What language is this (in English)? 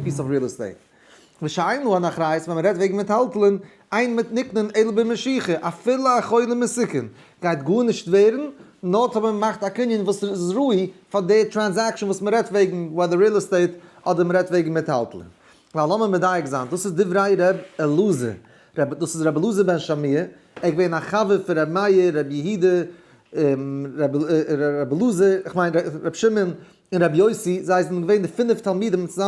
Yiddish